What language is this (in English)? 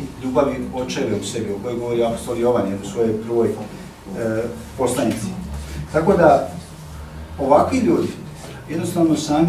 Serbian